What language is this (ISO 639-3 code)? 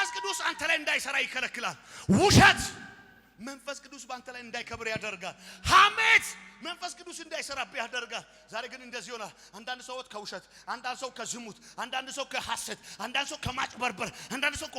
amh